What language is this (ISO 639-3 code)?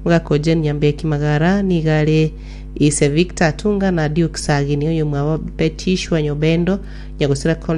guz